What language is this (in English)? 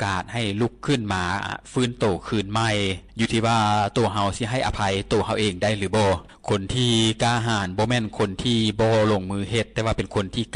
Lao